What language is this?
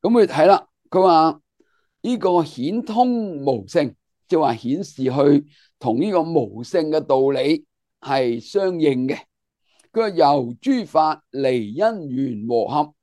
Cantonese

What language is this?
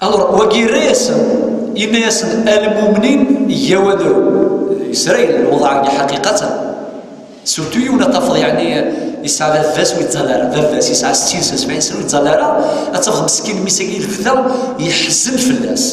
Kabyle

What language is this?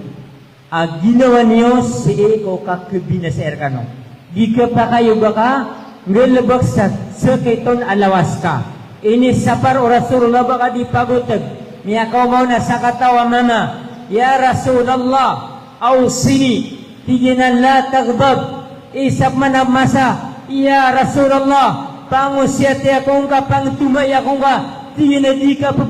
Maranao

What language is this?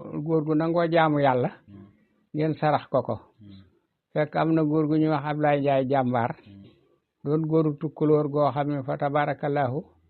Wolof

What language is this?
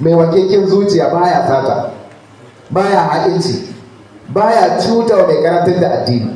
Hausa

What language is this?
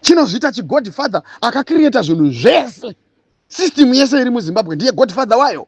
Shona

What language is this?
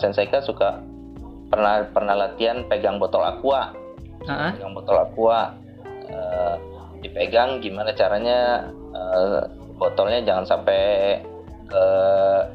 Indonesian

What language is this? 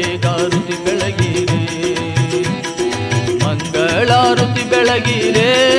Kannada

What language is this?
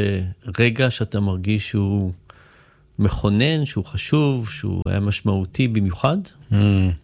Hebrew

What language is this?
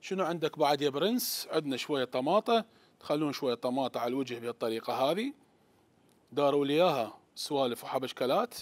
Mesopotamian Arabic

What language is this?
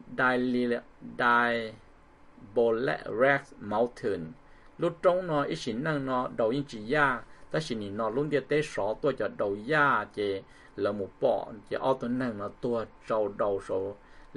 Vietnamese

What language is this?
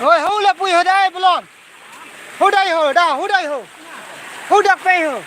Karbi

